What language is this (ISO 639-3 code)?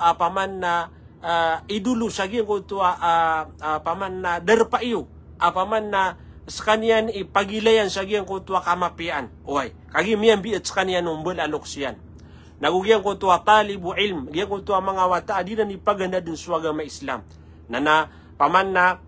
mrw